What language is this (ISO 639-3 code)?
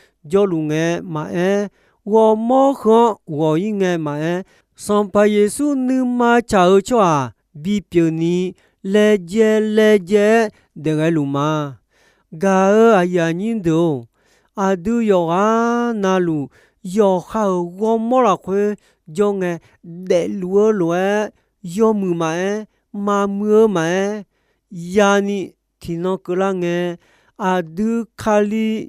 ahk